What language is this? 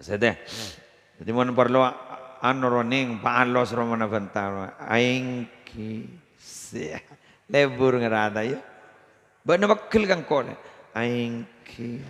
Madurese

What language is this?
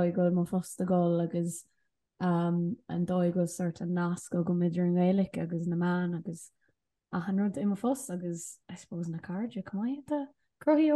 Irish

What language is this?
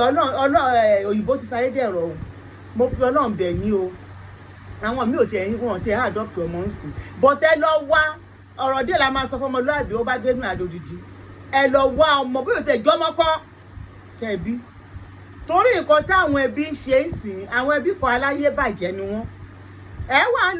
Yoruba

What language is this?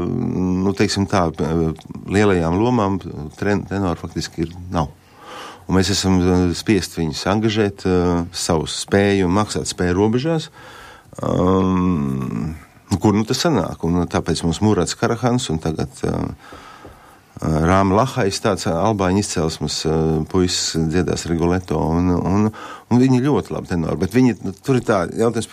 Latvian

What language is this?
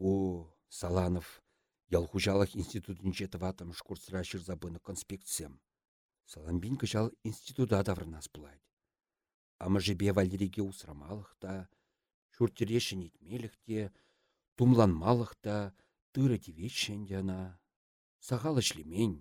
Chuvash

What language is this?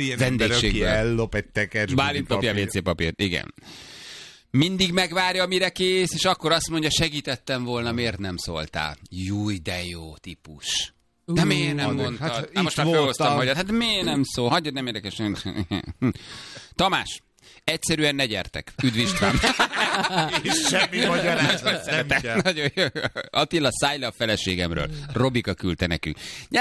Hungarian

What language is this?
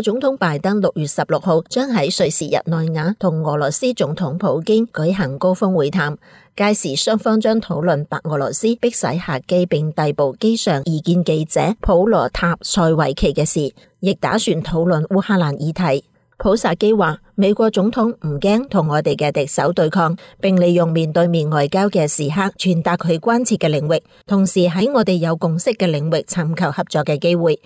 Cantonese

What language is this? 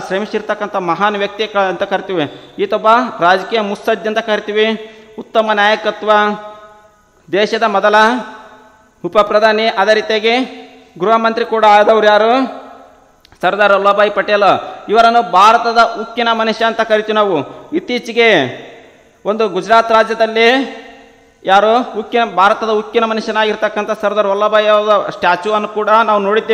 Kannada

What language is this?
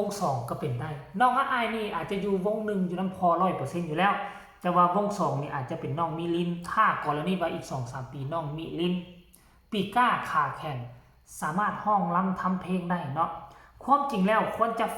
Northeastern Thai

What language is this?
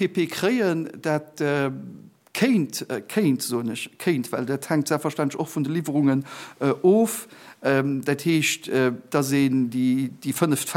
Luxembourgish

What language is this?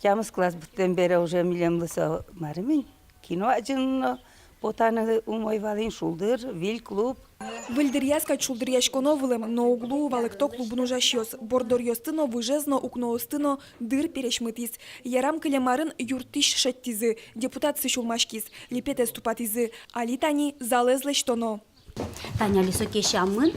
Udmurt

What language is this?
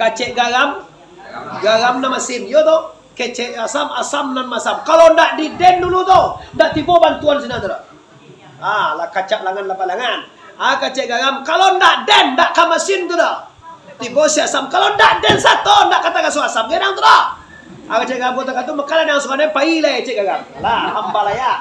Minangkabau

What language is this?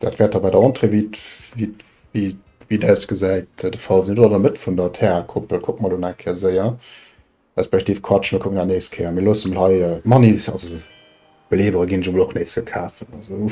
Luxembourgish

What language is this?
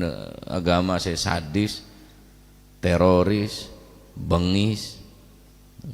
Madurese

